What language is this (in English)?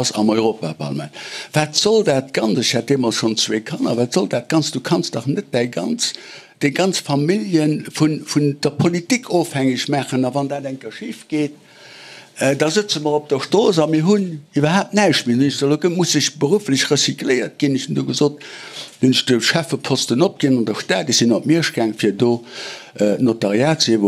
Luxembourgish